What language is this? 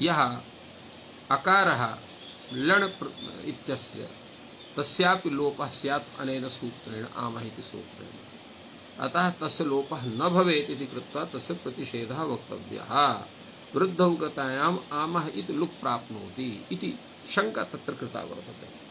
Sanskrit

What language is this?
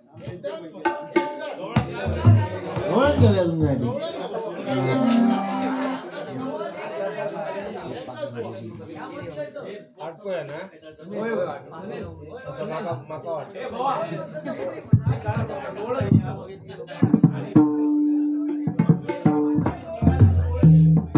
Marathi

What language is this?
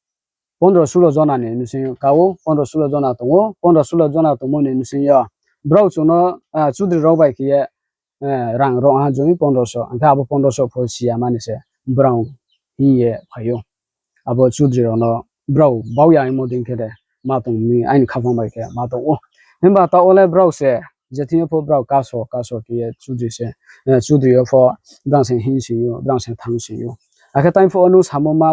Riang (India)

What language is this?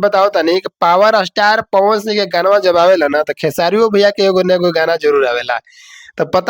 Bhojpuri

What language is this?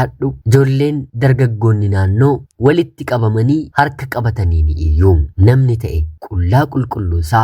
Oromo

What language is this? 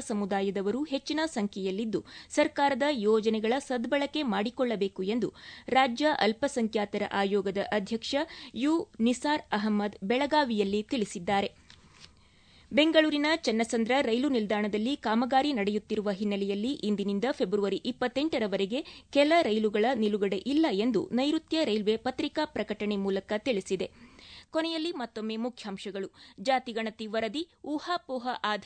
Kannada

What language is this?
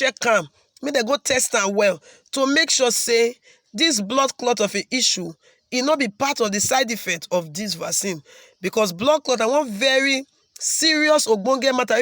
Nigerian Pidgin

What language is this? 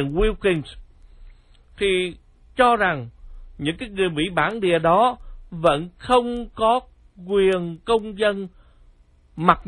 Vietnamese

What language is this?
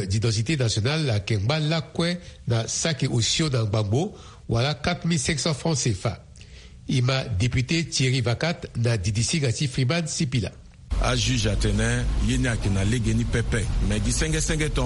Sango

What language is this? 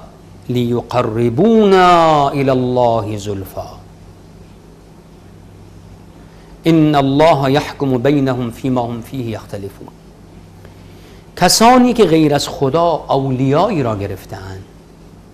Persian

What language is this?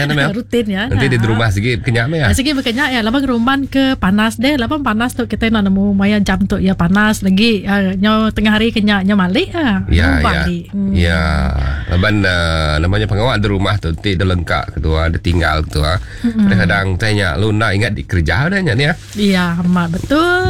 Iban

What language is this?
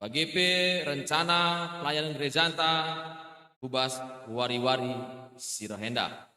Batak Karo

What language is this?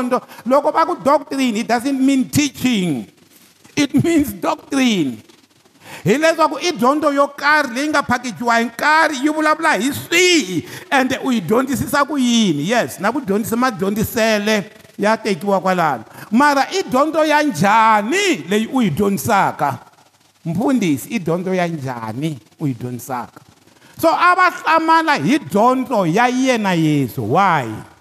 Tsonga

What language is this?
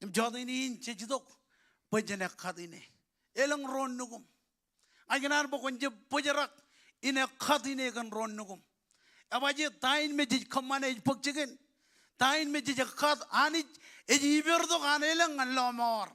Marshallese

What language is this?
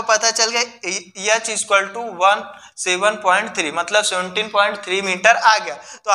Hindi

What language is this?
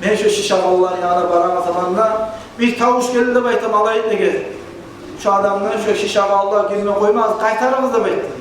Kumyk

